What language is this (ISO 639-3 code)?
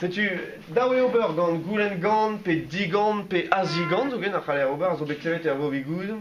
bre